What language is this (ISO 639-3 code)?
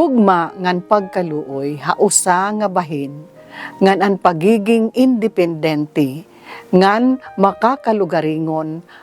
war